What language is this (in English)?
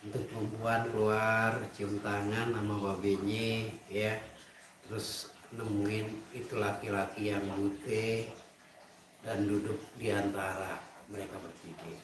Betawi